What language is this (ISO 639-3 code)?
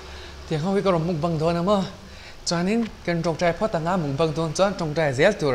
lus